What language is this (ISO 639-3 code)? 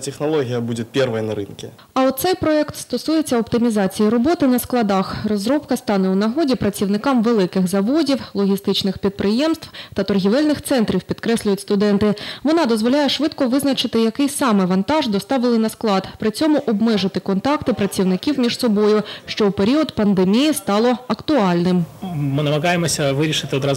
ukr